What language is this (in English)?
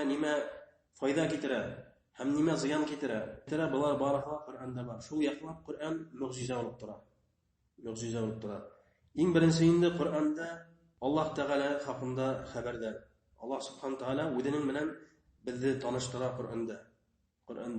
Bashkir